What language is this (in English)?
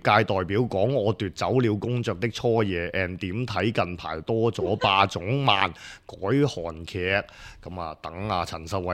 Cantonese